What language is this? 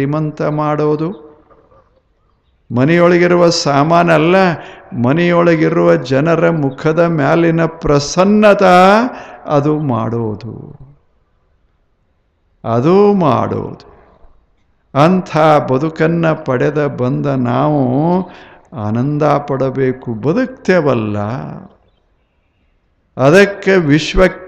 Kannada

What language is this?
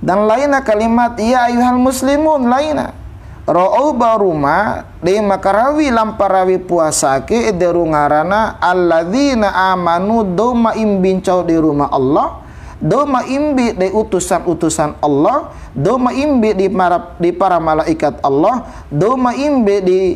Bima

